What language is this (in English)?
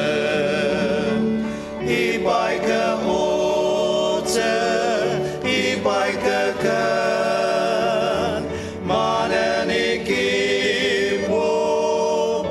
Ao Naga